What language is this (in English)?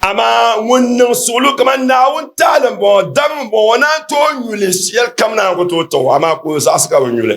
Dagbani